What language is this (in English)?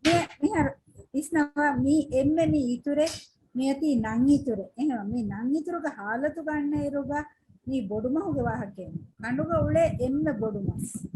Divehi